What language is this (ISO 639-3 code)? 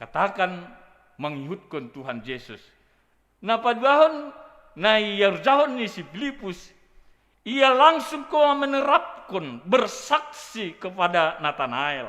bts